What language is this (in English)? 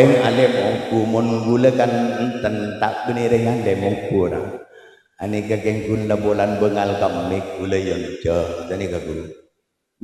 Madurese